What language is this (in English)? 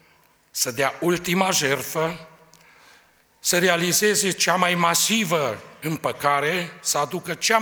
Romanian